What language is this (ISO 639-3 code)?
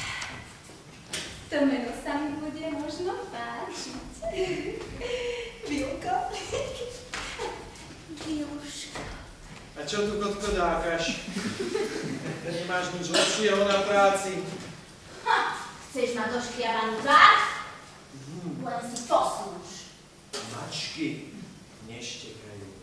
slk